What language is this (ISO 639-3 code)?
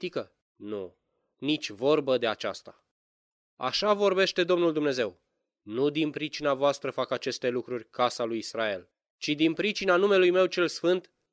ron